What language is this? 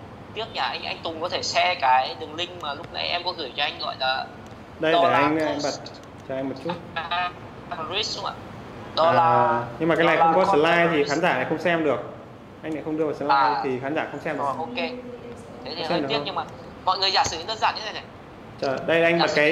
Vietnamese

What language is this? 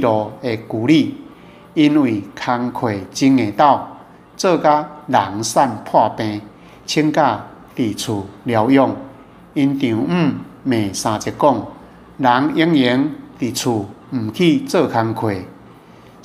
Min Nan Chinese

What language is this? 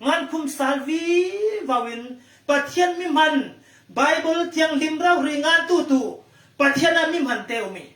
Falam Chin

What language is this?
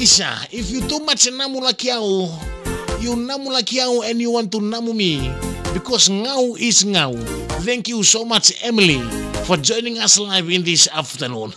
Fijian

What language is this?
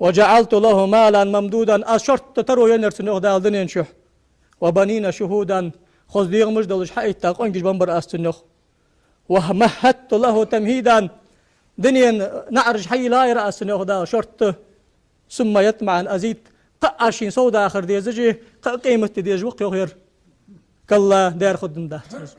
Ingush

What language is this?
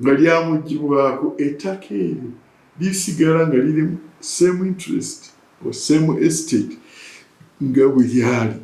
Ganda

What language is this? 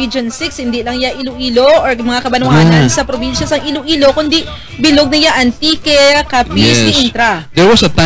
Hiligaynon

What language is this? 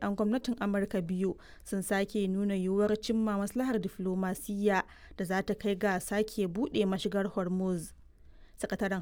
Hausa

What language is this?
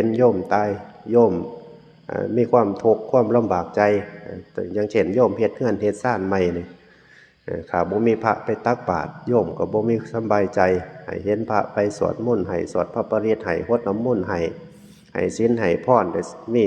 Northeastern Thai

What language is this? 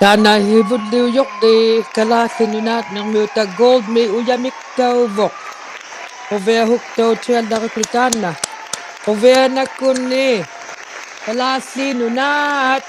Inuktitut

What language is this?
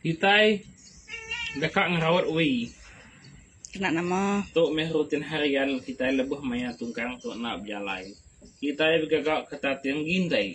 Iban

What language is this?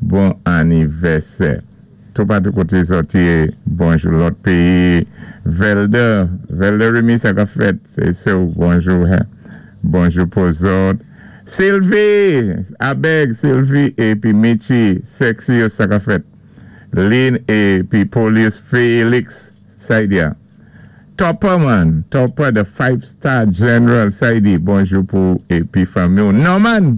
Saint Lucian Creole French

